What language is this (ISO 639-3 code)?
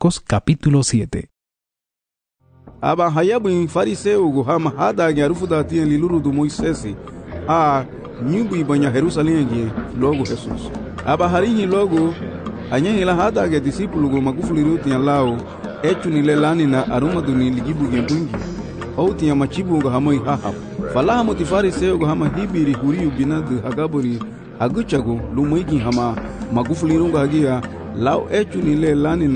cab